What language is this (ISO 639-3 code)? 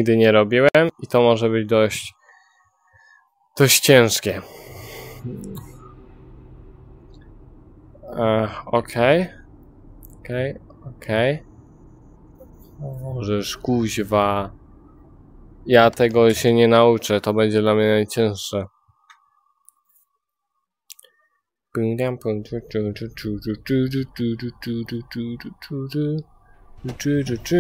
pol